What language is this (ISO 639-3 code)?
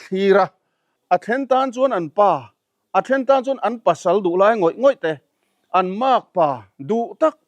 lus